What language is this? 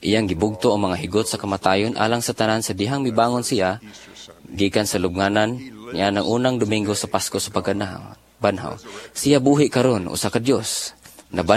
Cebuano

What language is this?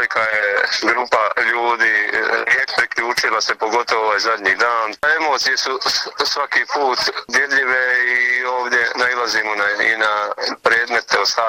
Bosnian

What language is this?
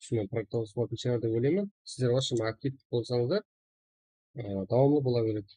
Kara-Kalpak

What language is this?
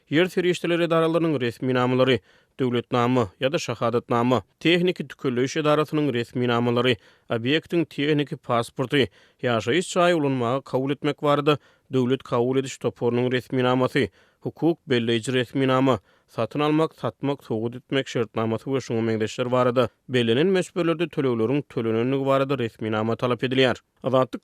Turkmen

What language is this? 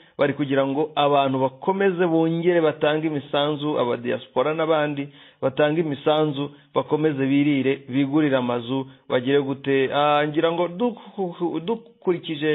Kinyarwanda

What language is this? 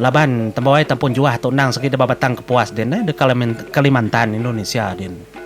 Iban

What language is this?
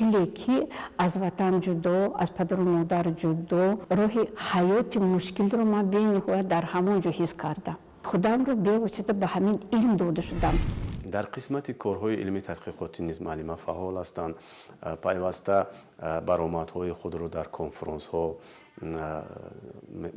Tajik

